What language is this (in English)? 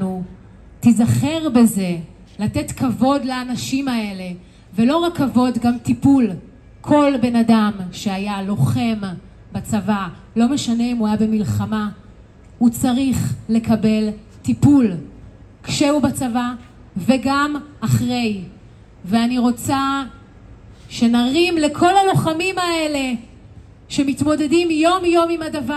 Hebrew